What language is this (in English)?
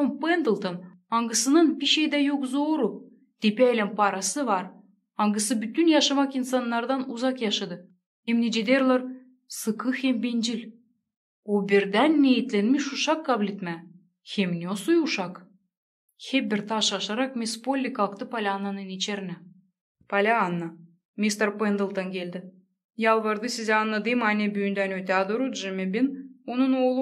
Gagauz